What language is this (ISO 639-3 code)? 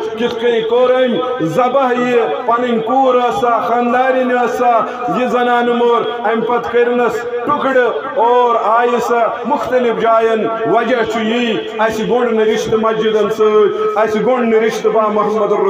kas